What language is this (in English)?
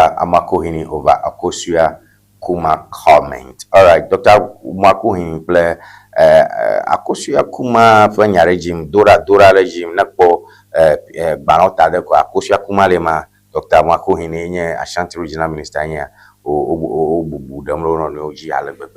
Ewe